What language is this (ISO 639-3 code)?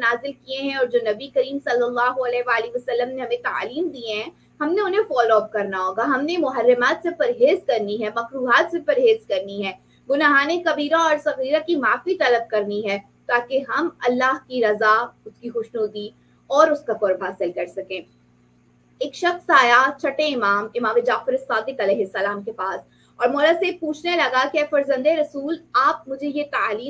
urd